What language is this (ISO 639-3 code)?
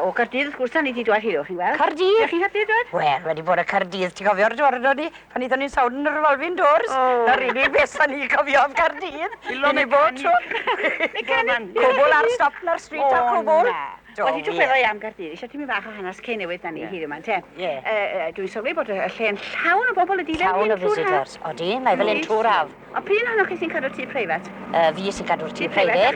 cym